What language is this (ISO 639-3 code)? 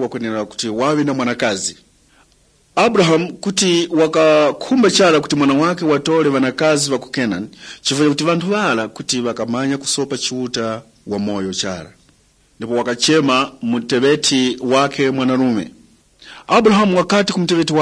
tum